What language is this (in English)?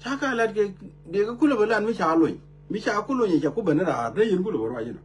Nuer